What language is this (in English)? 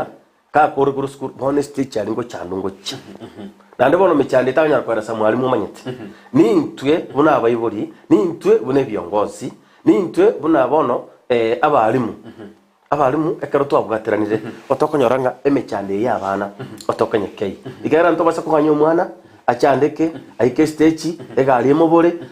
Gusii